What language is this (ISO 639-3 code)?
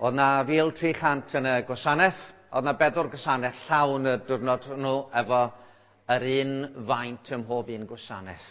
cym